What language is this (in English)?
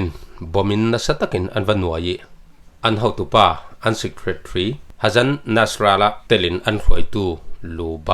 Falam Chin